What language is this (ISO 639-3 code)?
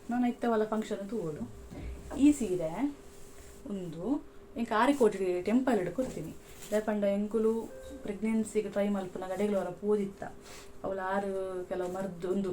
tcy